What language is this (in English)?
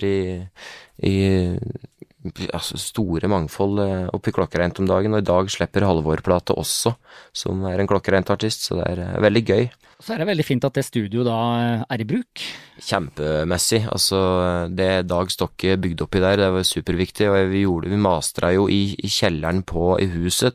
Norwegian